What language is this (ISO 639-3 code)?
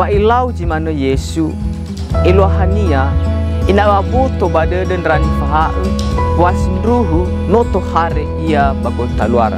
nia